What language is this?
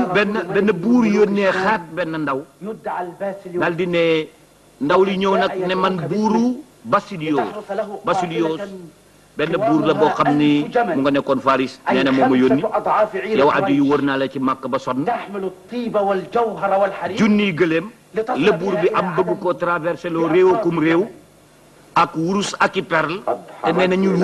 Wolof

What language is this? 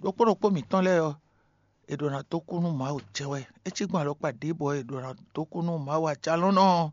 Fon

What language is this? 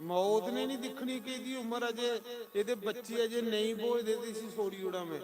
Dogri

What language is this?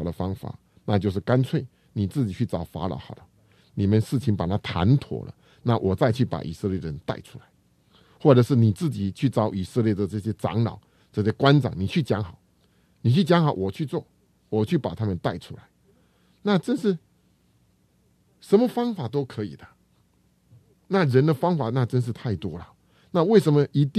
Chinese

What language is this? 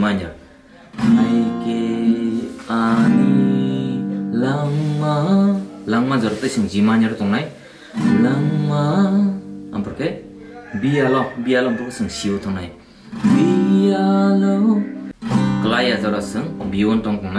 Kok Borok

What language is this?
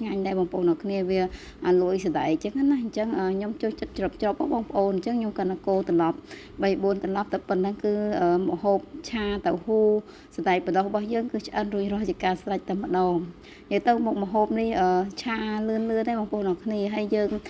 Khmer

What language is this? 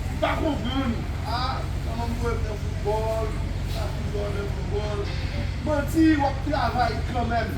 Haitian Creole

